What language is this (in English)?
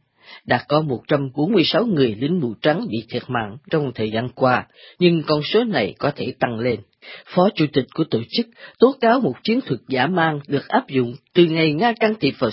Vietnamese